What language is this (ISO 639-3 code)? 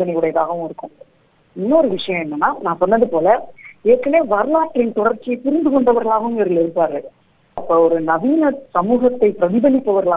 tam